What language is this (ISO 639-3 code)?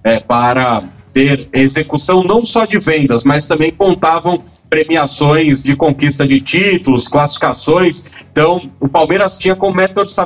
por